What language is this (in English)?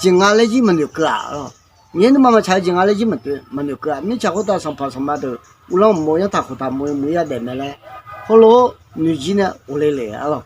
Akha